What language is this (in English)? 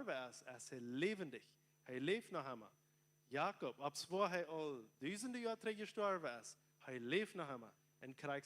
Plautdietsch